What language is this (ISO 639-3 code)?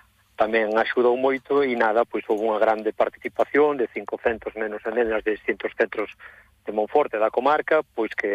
glg